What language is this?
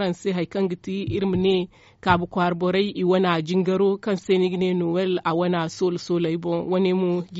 Zarma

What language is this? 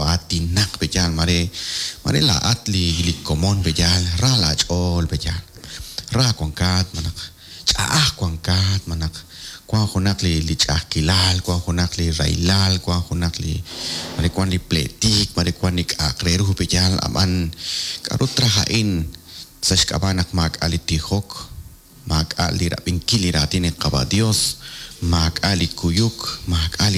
Kekchí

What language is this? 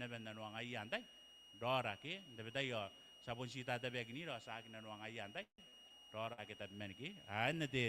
Gilbertese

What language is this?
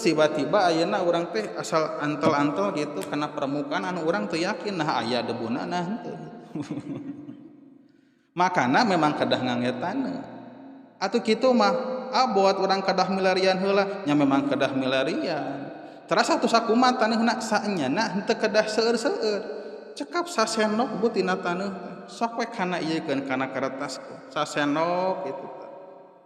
Sundanese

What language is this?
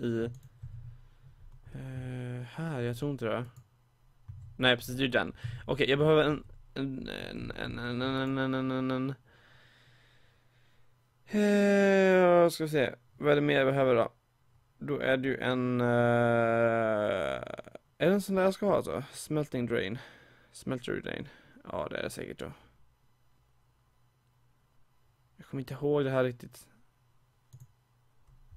Swedish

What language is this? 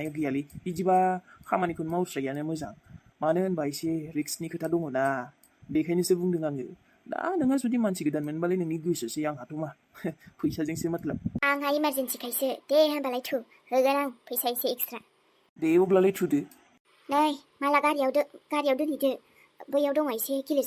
Bodo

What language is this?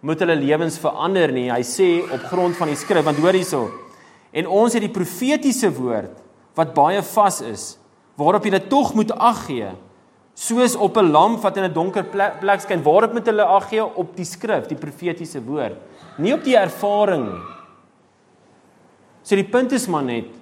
Afrikaans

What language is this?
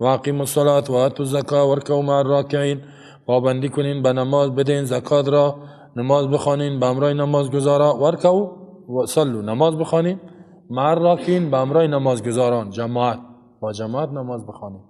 Persian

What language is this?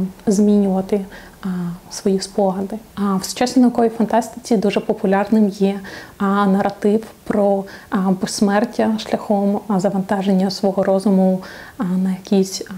Ukrainian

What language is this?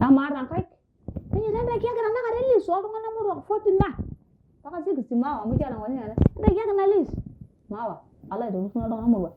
Masai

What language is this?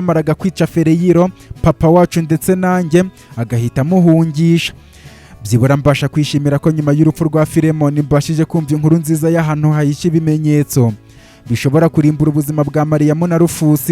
Kinyarwanda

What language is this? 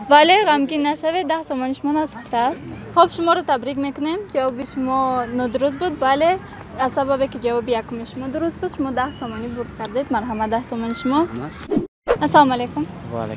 Tajik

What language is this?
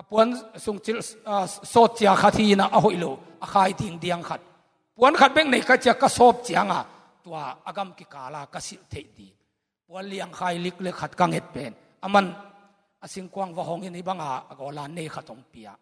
Tedim Chin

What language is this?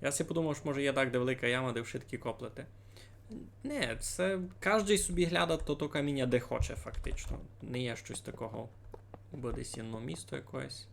Rusyn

